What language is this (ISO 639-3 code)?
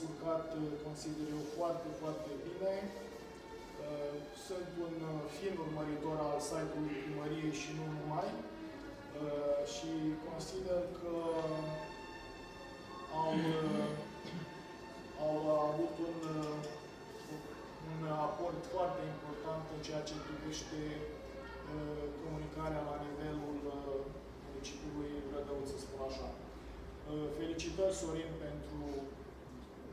ron